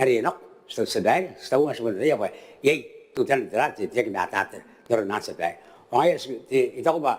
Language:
Gilbertese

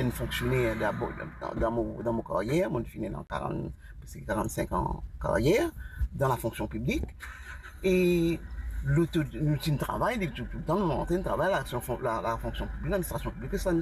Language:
Morisyen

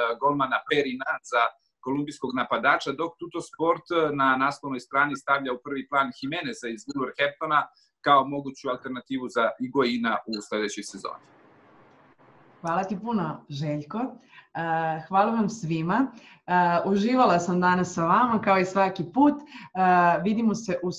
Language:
Serbian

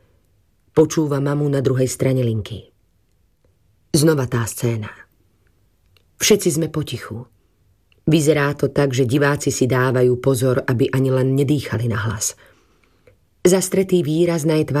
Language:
Slovak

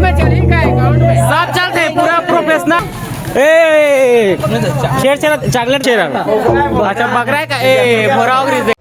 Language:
Chhattisgarhi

